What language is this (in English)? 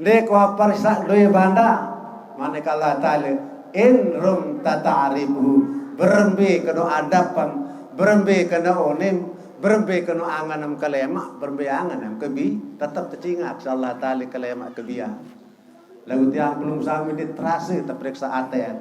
Sasak